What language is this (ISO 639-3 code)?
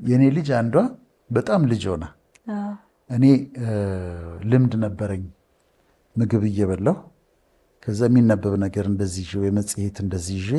amh